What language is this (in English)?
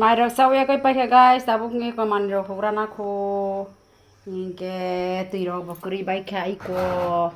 Kok Borok